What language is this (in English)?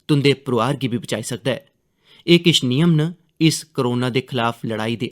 Dogri